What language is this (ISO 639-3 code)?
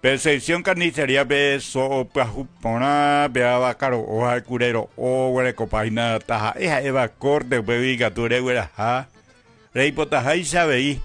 grn